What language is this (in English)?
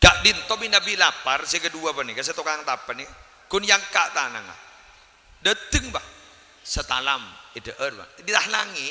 Madurese